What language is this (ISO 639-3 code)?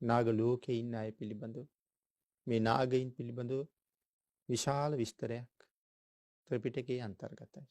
sin